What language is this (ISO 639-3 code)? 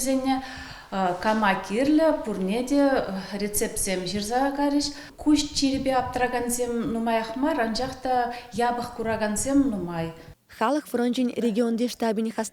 chv